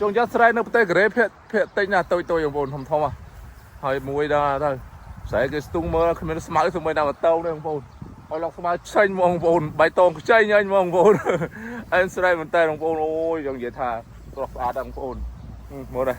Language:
Khmer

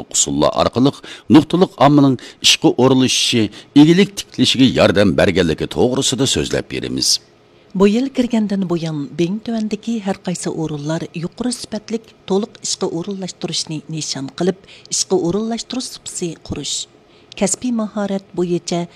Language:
Uyghur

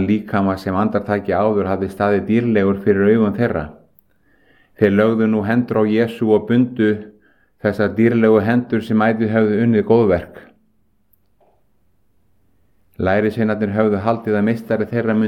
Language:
Icelandic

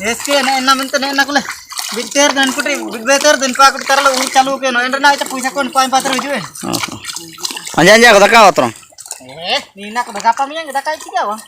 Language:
Ho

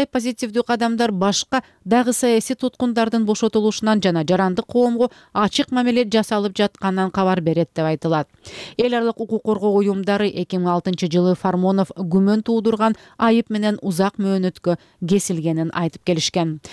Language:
Kyrgyz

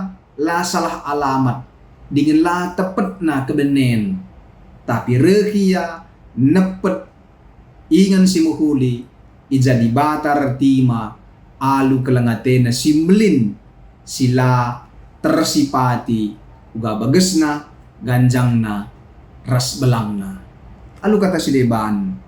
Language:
Batak Karo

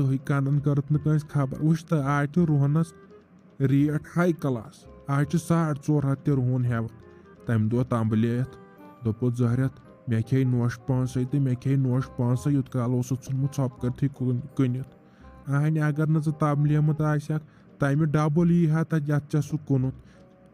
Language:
Kashmiri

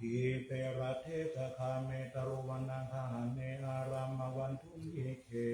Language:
Pali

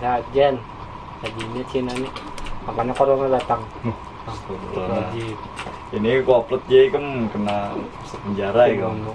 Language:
Banjar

